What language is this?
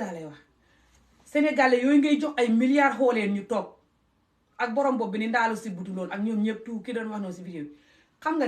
Wolof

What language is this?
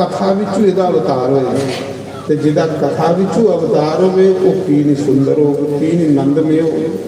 Dogri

